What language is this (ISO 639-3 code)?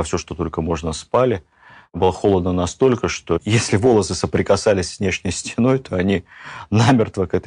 rus